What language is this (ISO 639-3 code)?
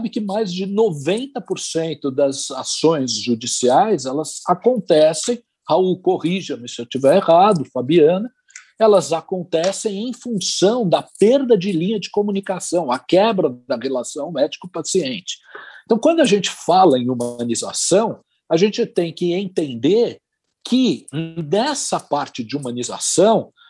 por